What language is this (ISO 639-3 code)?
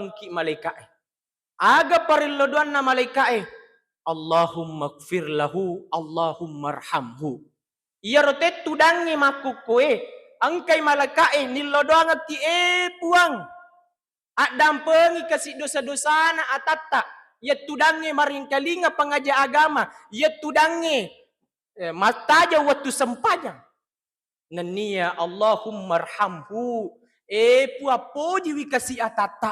bug